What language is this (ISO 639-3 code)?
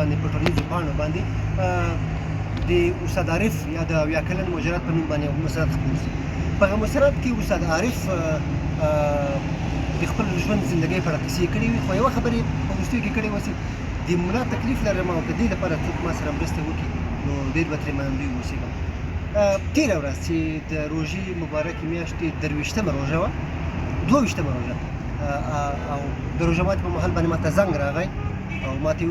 pus